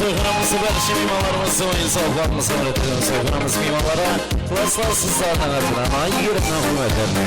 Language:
Kara-Kalpak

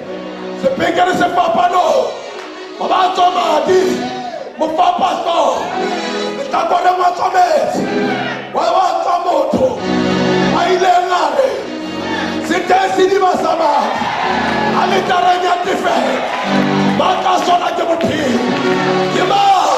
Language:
Southern Sotho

